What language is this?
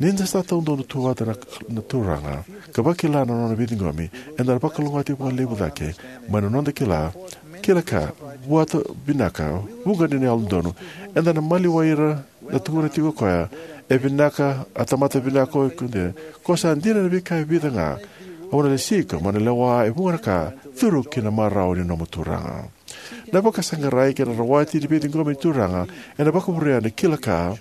Fijian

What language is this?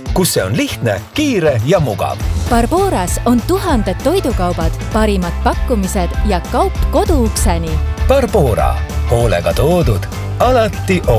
Estonian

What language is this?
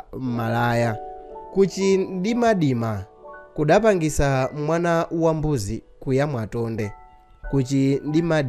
Nyanja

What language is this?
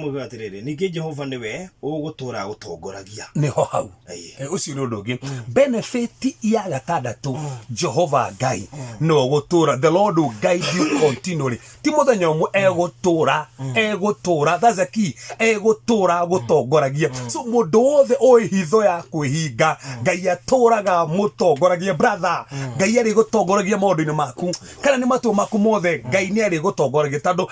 Kikuyu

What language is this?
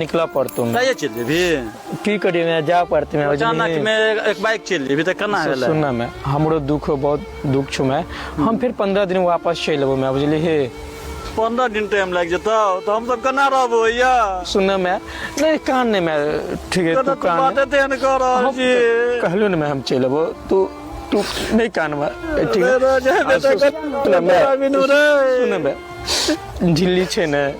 Maithili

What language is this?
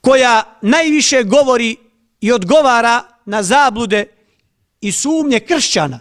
Bosnian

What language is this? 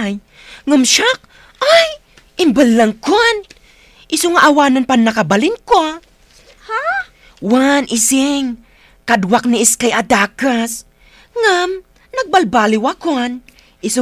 Iloko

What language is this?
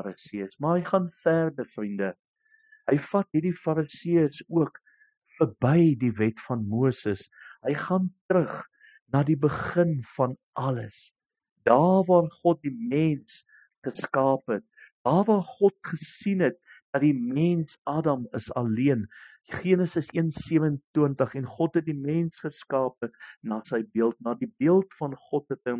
Afrikaans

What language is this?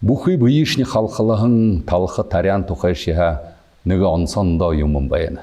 Buriat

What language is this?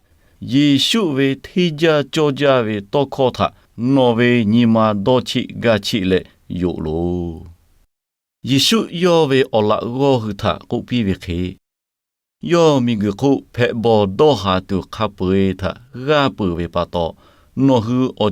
Lahu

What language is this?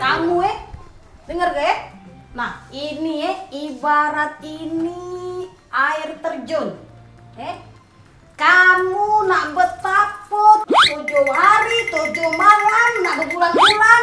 Musi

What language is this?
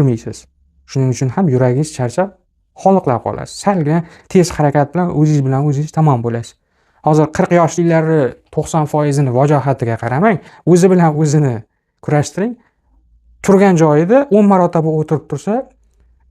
Uzbek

